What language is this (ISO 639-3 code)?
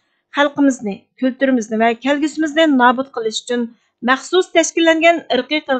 uig